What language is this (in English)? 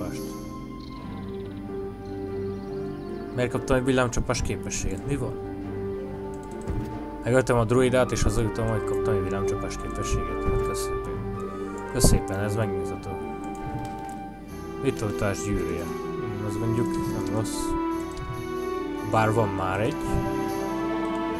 Hungarian